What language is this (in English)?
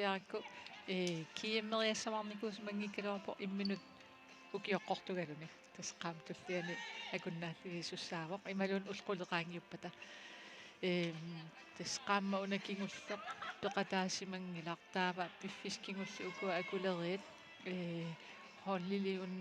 Kalaallisut